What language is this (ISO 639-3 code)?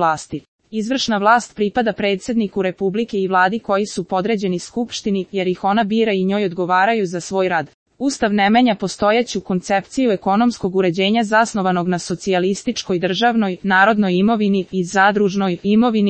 srp